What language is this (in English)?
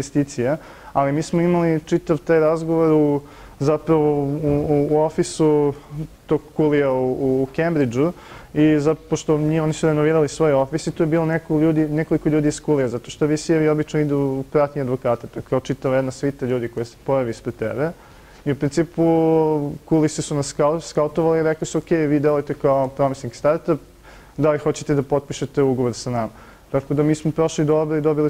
Serbian